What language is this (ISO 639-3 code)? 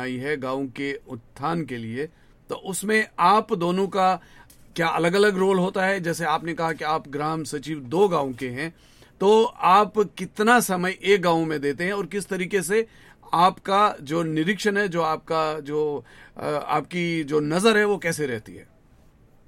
hin